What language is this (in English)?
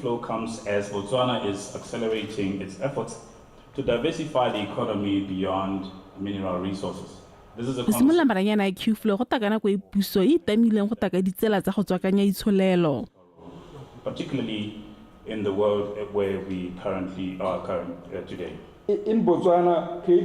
Tswana